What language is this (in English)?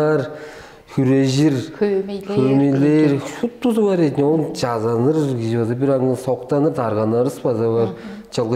Tuvinian